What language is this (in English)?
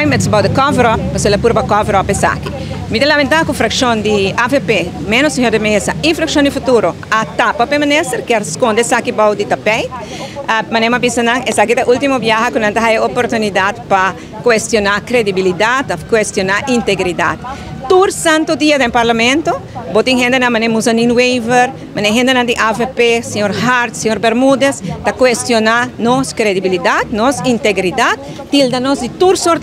Papiamento